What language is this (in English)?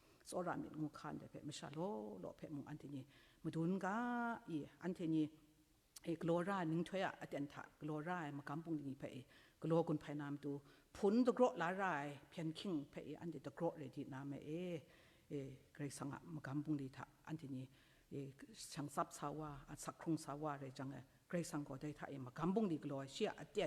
Kachin